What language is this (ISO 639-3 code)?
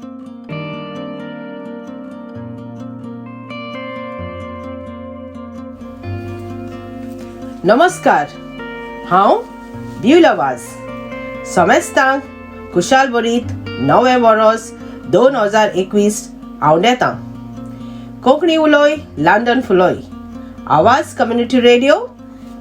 kok